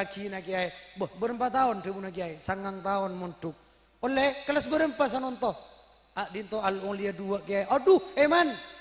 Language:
Madurese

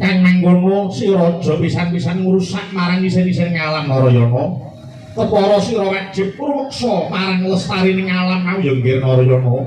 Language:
Javanese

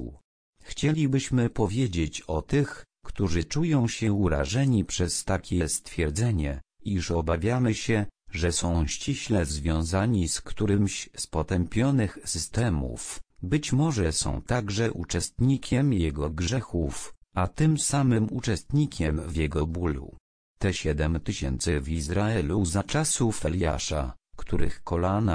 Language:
Polish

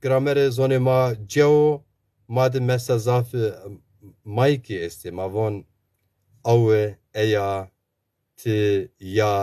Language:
Zaza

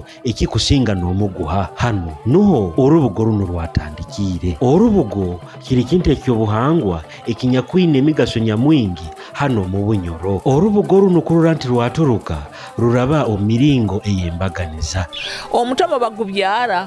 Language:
Nyoro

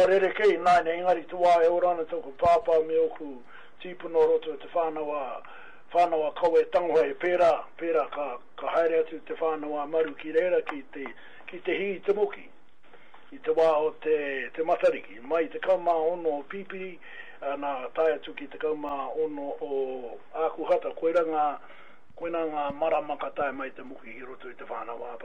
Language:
Māori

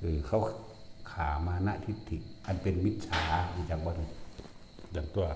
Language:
Northeastern Thai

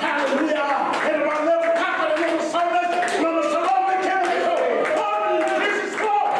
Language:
Fijian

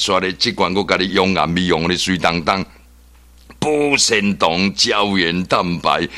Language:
Min Nan Chinese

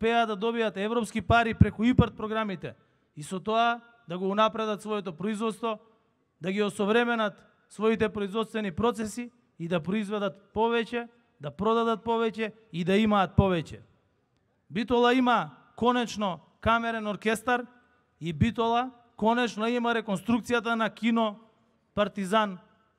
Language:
Macedonian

